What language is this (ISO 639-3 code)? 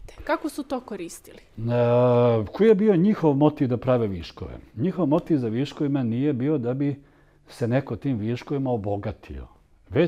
srp